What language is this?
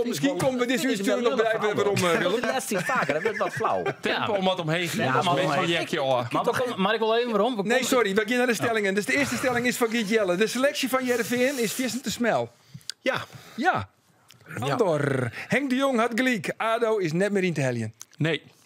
Western Frisian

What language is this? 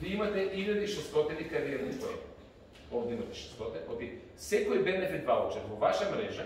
Macedonian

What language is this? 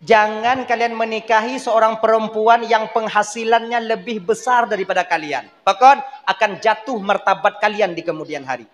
Achinese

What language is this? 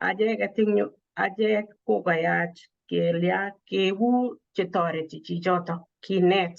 Kalenjin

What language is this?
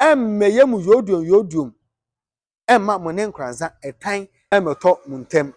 Akan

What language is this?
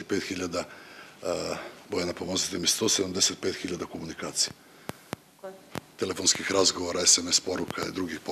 Serbian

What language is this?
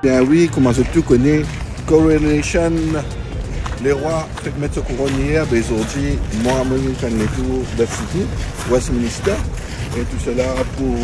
Morisyen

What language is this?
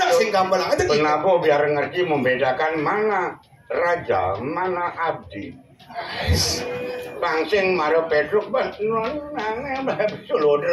Balinese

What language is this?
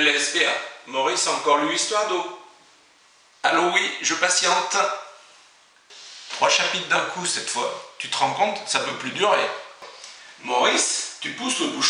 French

